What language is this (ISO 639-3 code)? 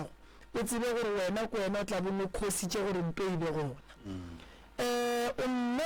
nso